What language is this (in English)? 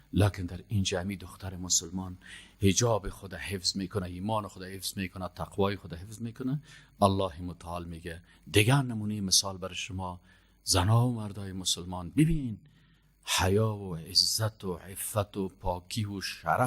Persian